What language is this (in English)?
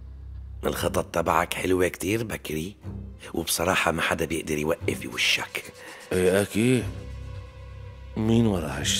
North Levantine Arabic